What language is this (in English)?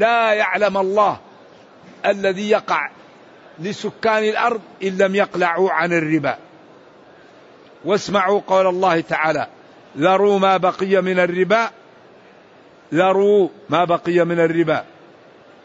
Arabic